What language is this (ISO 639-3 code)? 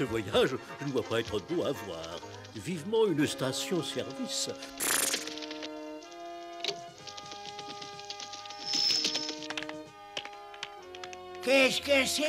fra